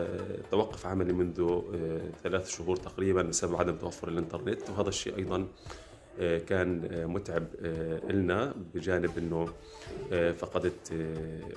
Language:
North Levantine Arabic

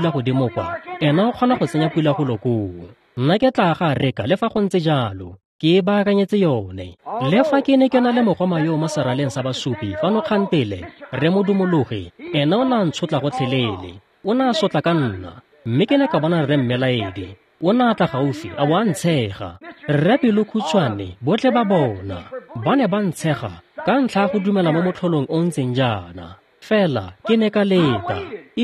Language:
Tswana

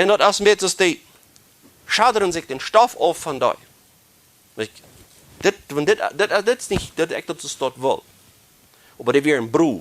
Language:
Plautdietsch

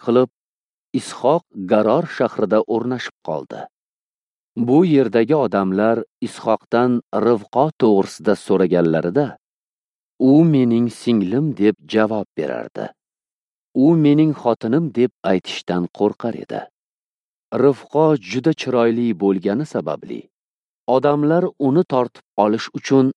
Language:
Uzbek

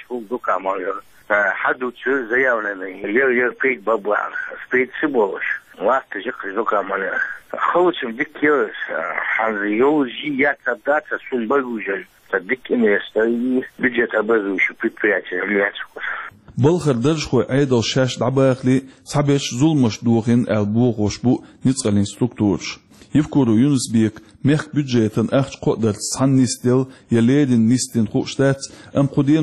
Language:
Chechen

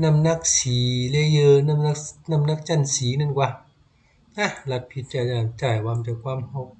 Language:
Shan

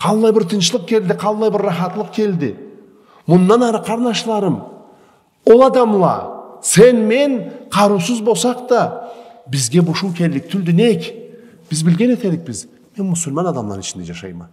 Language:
Karachay-Balkar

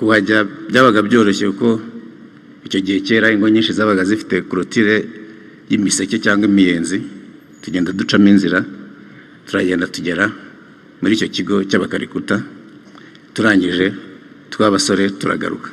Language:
Kinyarwanda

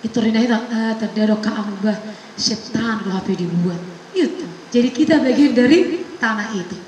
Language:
Batak Toba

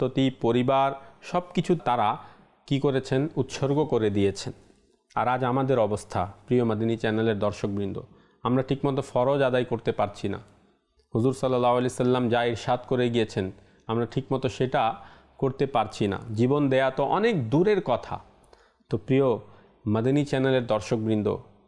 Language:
Bangla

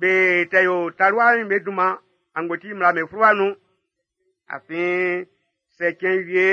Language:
Baoulé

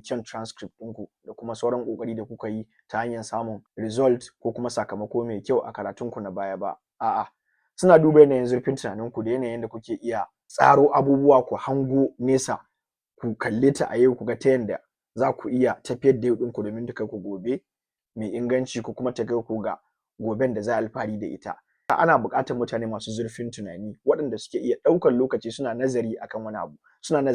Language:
Hausa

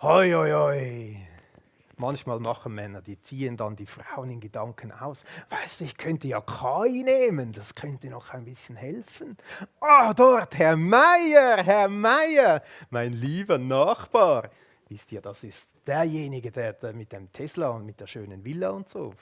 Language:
Swiss German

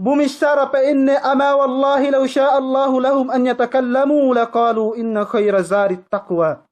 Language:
Yakan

